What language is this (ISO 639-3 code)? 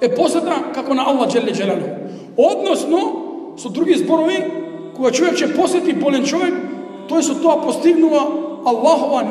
mkd